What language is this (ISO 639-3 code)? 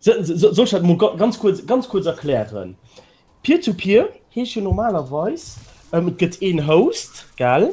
ltz